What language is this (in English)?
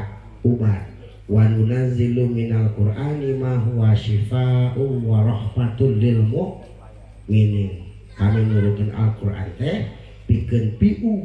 Sundanese